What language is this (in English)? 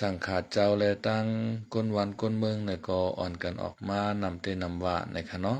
Lao